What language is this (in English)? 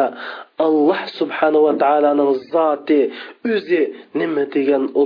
Uyghur